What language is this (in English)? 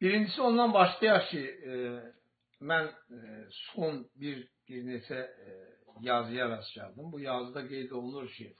Azerbaijani